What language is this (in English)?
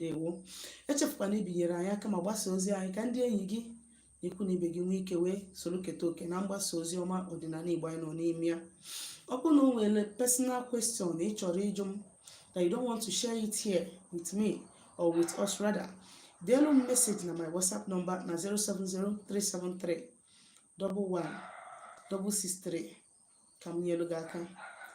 Igbo